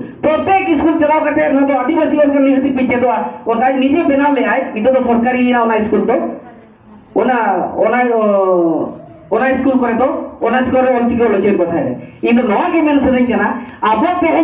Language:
Santali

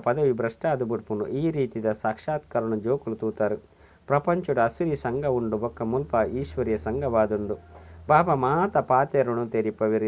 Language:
Tulu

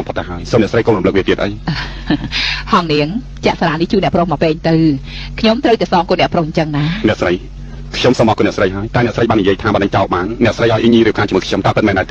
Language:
Khmer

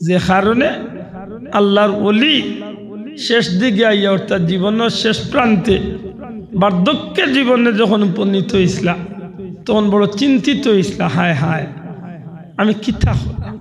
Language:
Sylheti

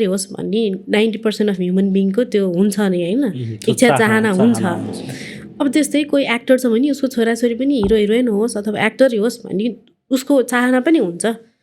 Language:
Nepali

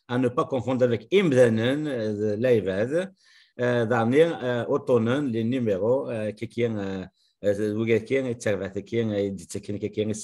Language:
Kabyle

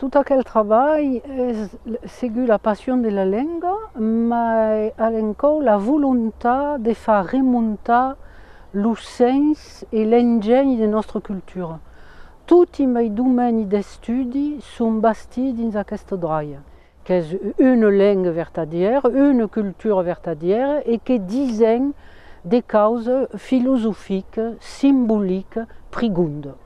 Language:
Occitan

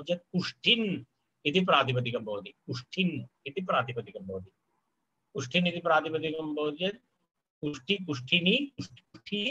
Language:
Sanskrit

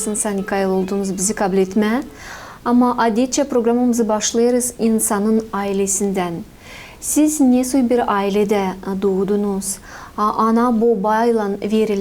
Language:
Gagauz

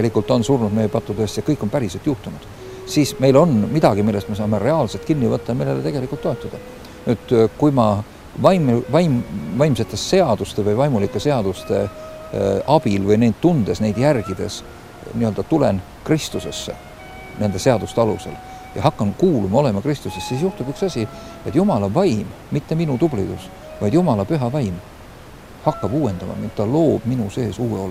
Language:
Estonian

